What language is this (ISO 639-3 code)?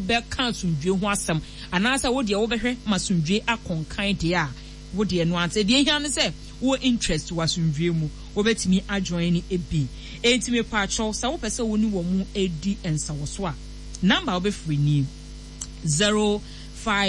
aka